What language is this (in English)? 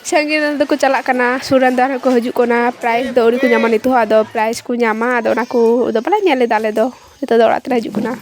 Santali